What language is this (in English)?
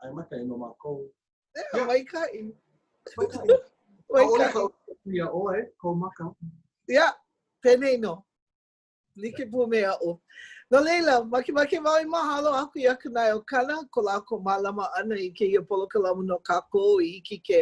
Hawaiian